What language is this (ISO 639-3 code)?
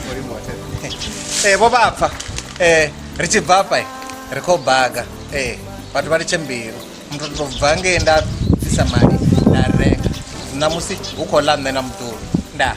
ven